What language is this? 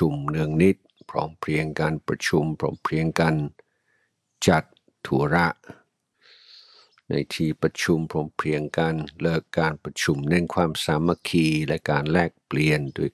Thai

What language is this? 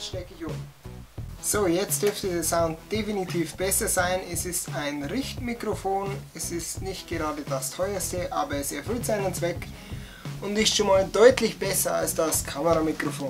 Bavarian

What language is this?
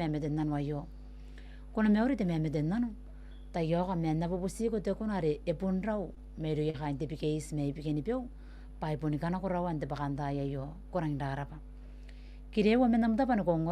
Gilbertese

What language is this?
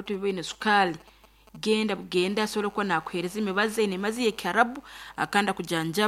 Nyankole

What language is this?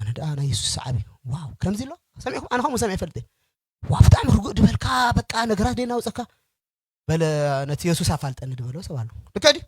Tigrinya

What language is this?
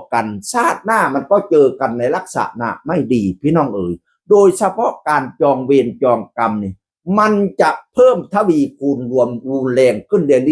Northeastern Thai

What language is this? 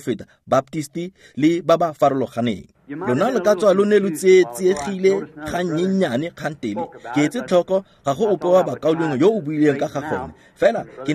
Tswana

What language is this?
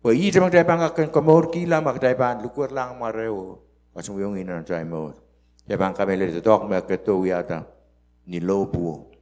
Pohnpeian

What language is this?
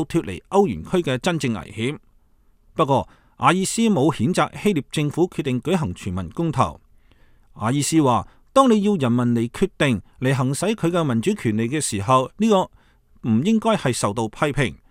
Cantonese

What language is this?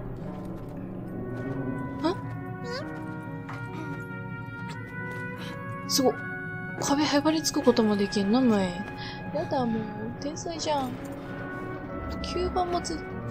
Japanese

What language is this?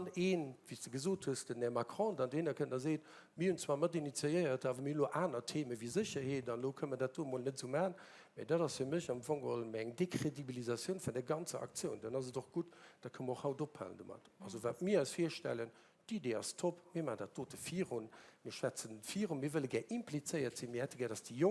Luxembourgish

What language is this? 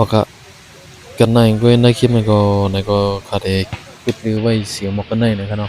Shan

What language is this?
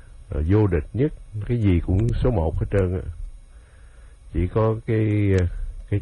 Vietnamese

